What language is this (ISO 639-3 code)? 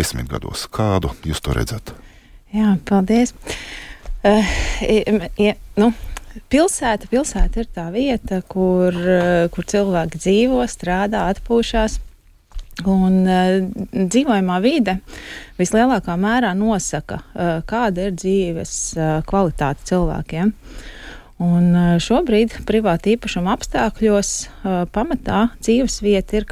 lav